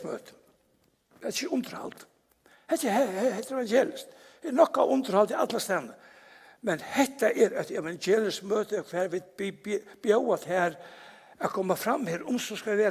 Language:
Faroese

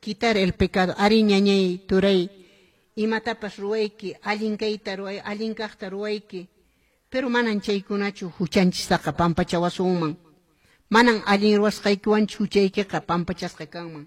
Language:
Quechua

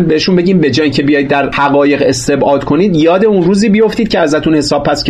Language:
Persian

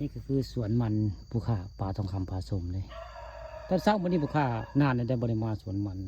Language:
Northeastern Thai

